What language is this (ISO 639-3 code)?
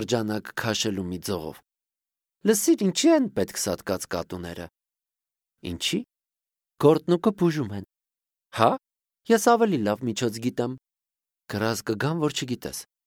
hye